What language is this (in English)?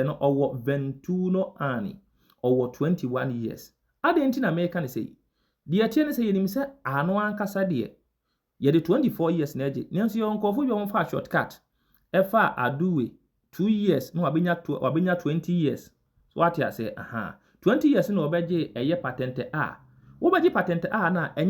Akan